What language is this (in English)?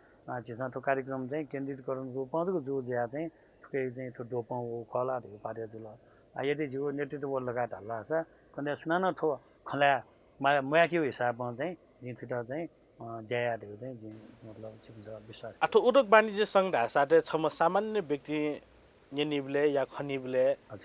Newari